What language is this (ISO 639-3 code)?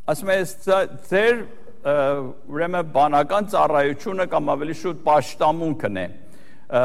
hye